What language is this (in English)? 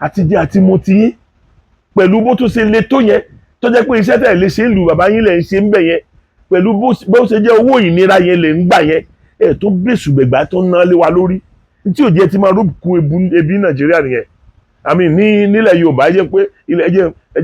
Yoruba